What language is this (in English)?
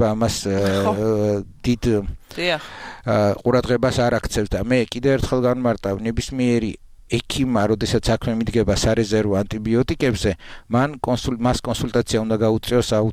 Georgian